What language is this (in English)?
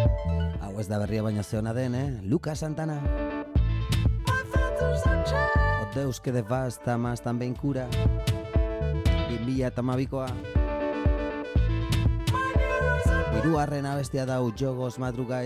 Basque